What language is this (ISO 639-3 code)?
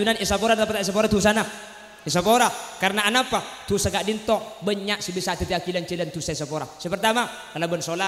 mad